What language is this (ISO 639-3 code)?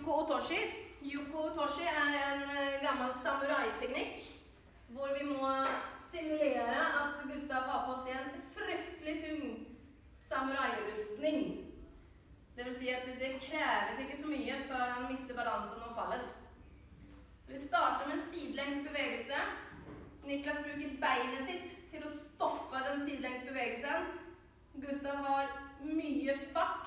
nor